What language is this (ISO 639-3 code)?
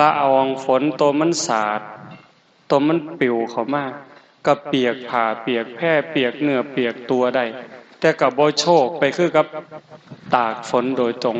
tts